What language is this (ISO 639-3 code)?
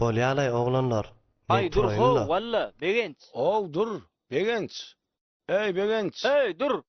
tuk